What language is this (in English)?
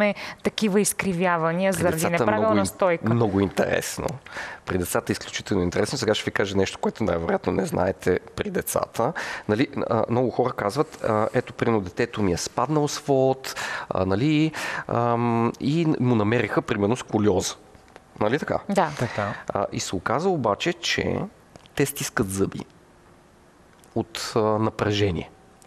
Bulgarian